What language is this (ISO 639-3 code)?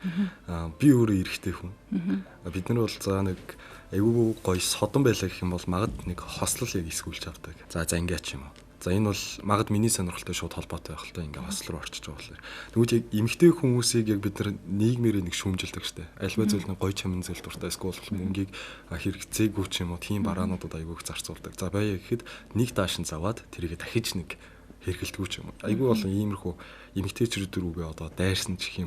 mon